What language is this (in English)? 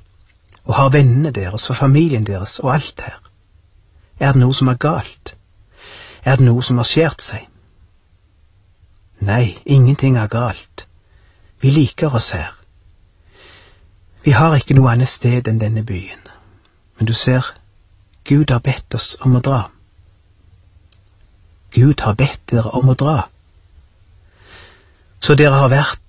Norwegian